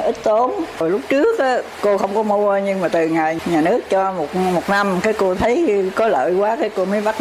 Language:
Vietnamese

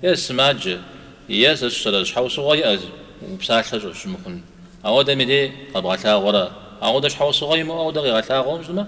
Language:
Kabardian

